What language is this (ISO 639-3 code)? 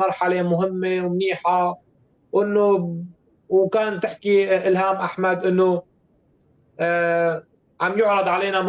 apc